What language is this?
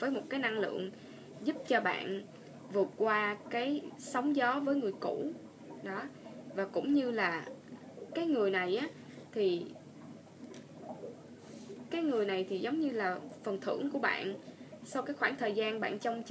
Vietnamese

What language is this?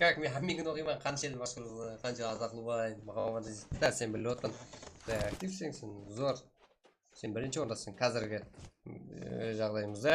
Kara-Kalpak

